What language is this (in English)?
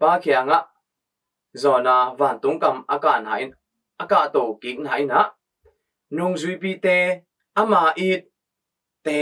Tedim Chin